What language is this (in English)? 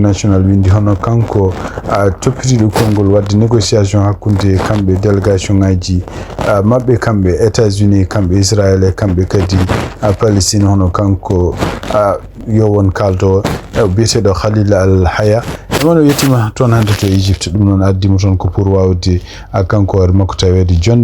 Fula